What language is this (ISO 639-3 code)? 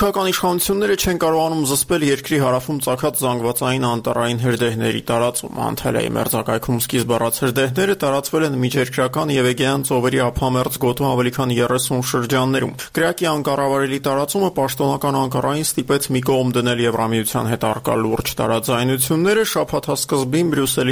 hye